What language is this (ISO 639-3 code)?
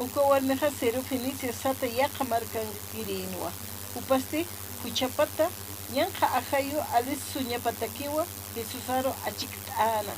aym